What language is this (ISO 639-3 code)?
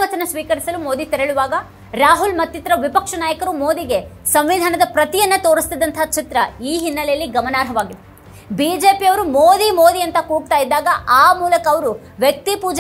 kan